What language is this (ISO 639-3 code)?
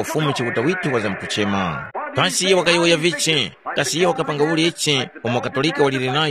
tum